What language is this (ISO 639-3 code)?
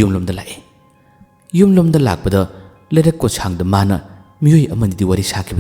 mni